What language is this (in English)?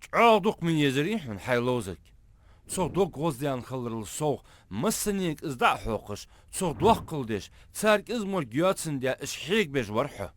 Ingush